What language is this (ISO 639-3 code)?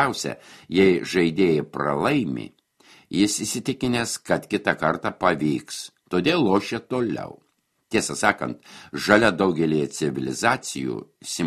lit